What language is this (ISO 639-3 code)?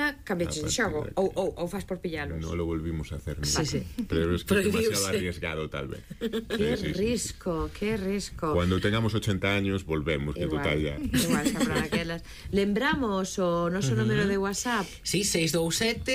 glg